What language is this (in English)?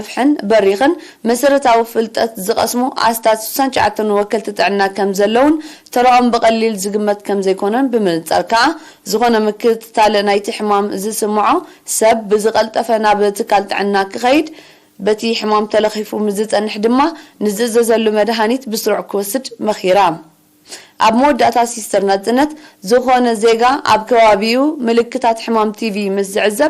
Tigrinya